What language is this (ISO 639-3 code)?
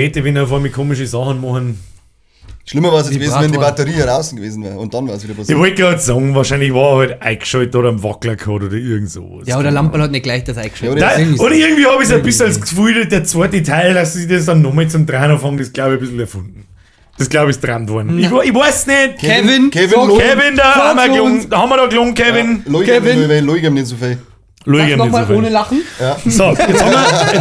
bar